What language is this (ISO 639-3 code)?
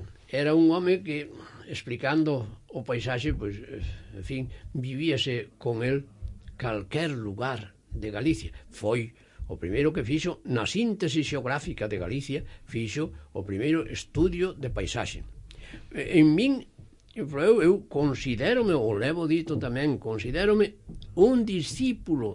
glg